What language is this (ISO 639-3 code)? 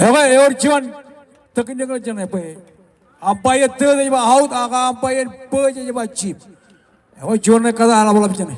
mah